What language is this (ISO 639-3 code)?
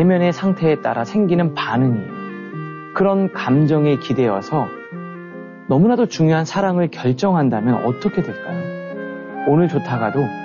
kor